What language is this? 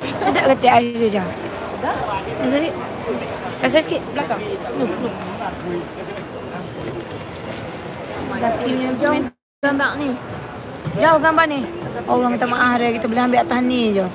Malay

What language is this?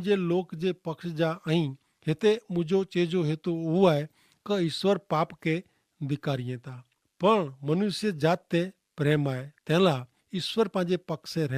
Kachhi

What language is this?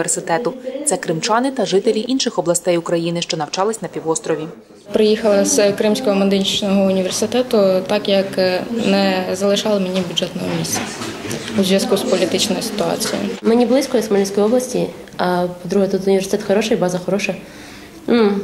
Ukrainian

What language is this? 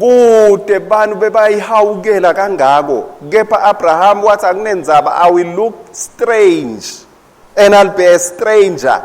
Swati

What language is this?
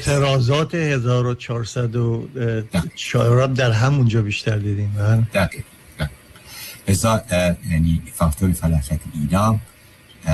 Persian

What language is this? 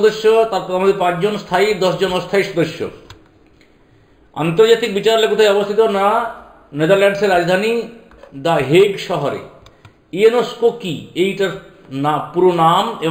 Bangla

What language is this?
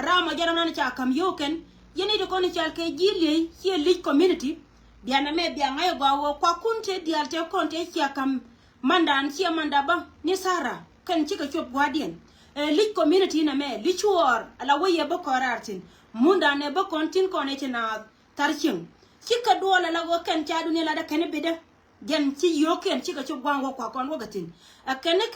Nuer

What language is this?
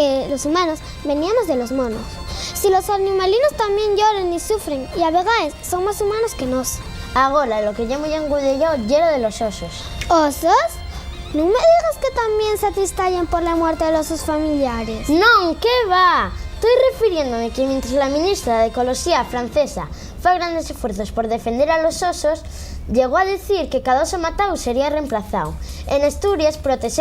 Asturian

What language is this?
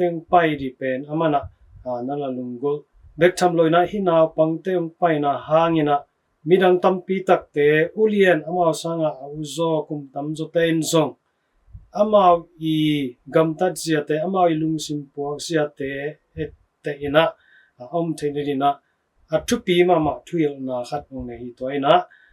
Tedim Chin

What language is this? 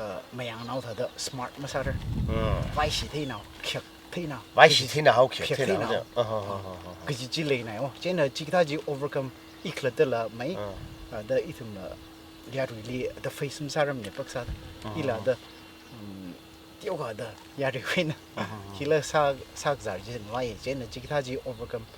Tangkhul Naga (India)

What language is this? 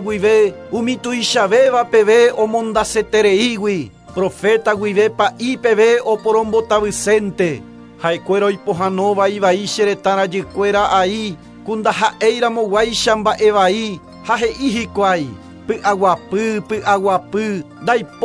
Guarani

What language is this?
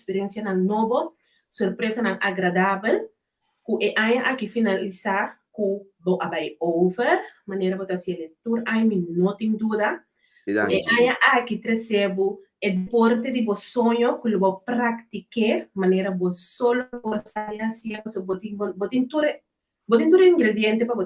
Papiamento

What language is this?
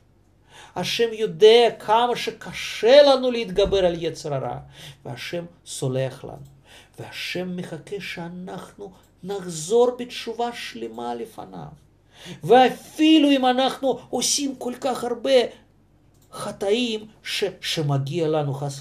Hebrew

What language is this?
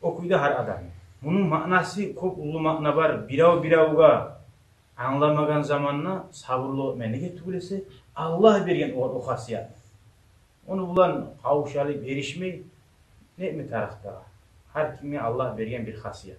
Kumyk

